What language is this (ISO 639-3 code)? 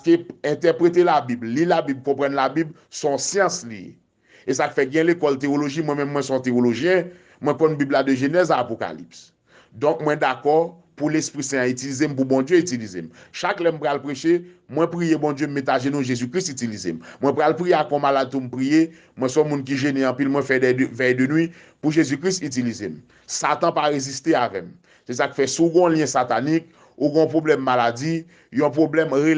hat